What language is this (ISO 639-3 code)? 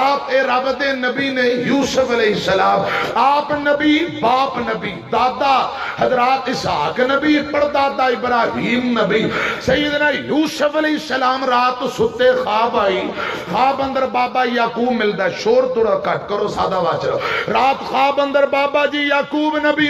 lah